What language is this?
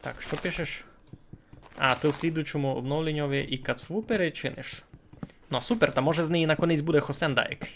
Rusyn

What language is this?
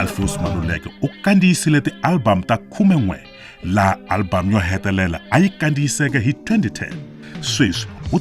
Tsonga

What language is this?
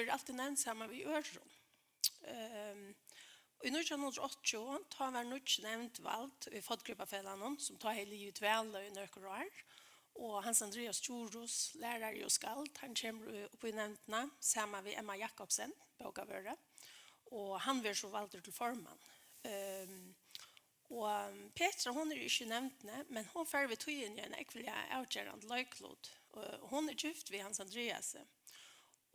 Faroese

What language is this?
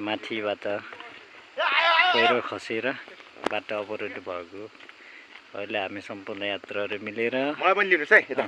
Nepali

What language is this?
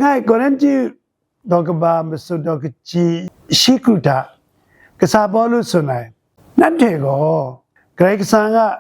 Kachin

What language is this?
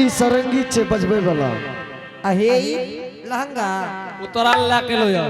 Angika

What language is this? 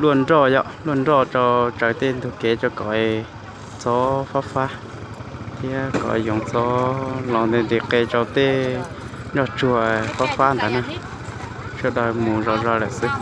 Hmong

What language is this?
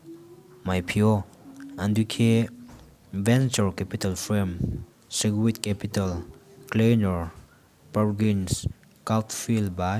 Riang (India)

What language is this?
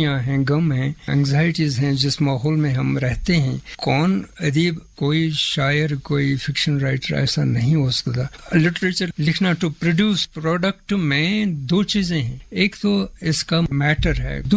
Urdu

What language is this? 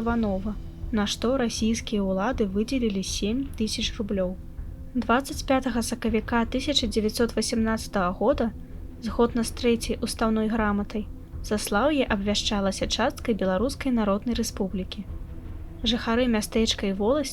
Belarusian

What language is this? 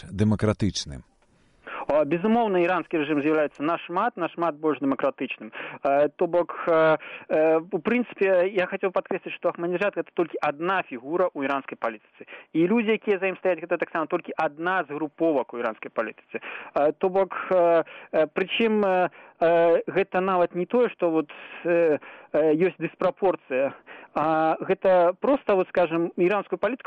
Belarusian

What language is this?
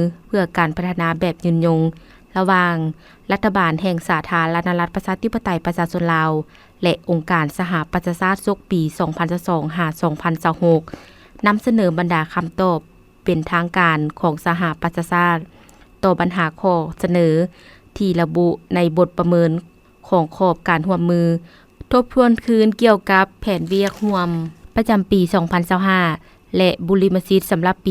Lao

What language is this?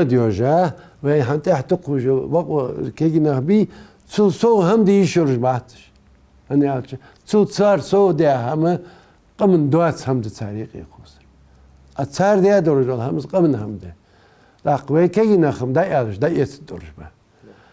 Ingush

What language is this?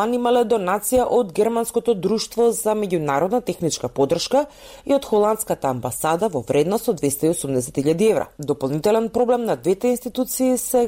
Macedonian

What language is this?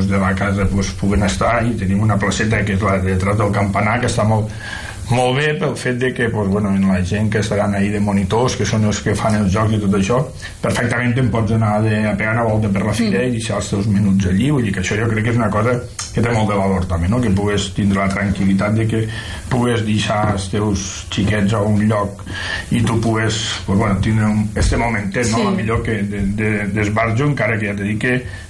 Catalan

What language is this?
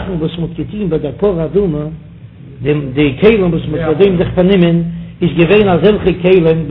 Yiddish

